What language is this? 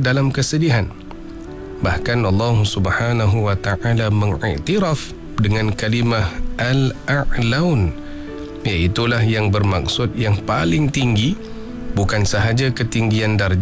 Malay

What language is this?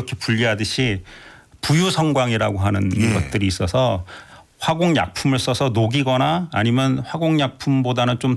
Korean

